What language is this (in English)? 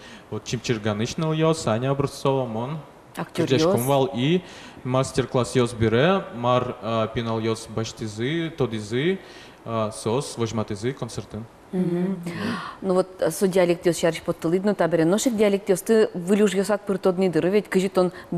Udmurt